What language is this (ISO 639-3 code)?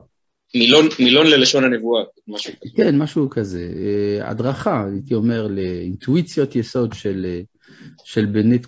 heb